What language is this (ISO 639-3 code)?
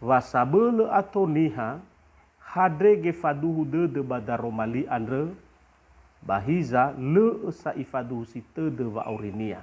nia